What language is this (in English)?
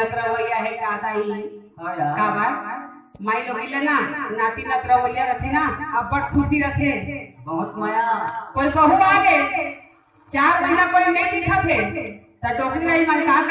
Chhattisgarhi